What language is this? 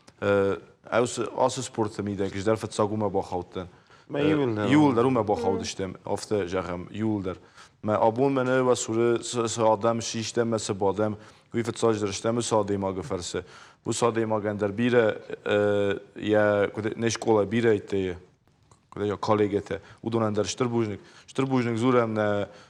Ossetic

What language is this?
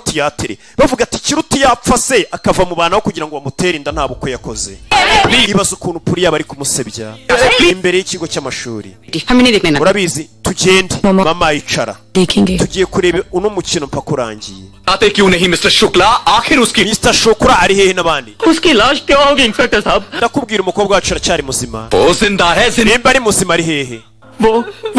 Kinyarwanda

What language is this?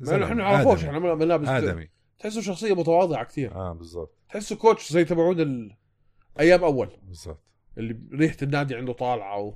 North Levantine Arabic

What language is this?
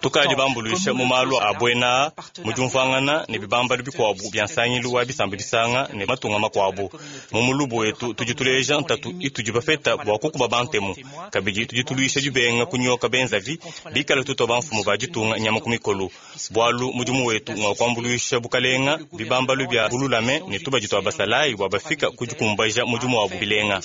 Luba-Lulua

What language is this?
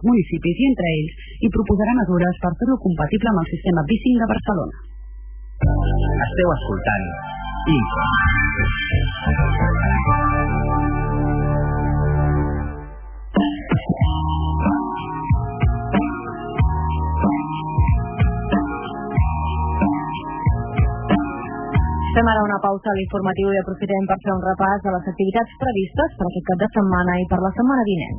Catalan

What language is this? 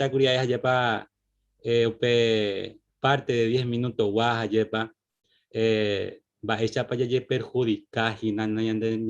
Guarani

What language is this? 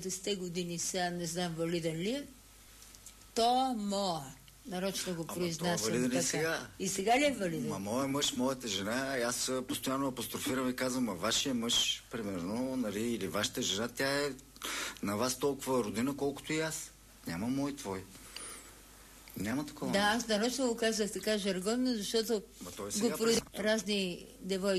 Bulgarian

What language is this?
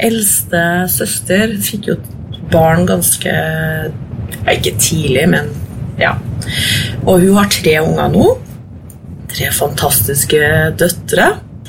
Norwegian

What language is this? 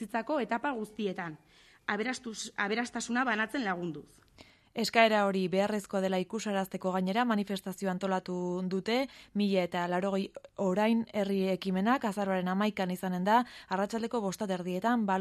Basque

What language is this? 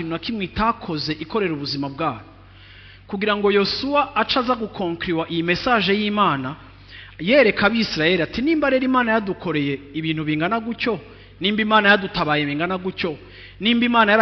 Rundi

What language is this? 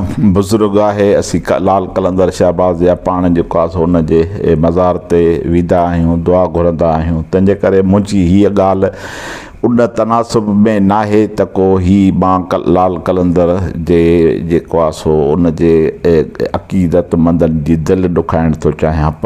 Sindhi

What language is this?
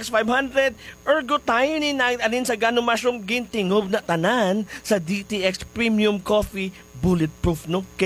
Hiligaynon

